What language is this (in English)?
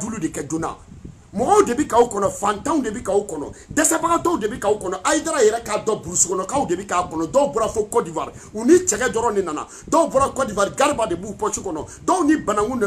Bambara